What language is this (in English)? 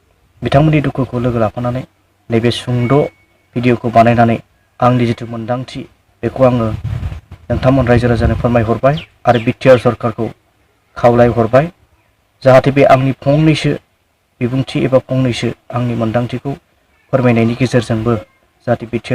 Bodo